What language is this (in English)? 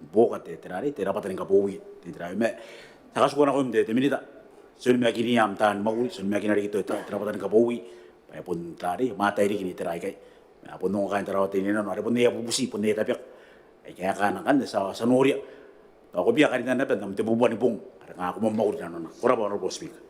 Gilbertese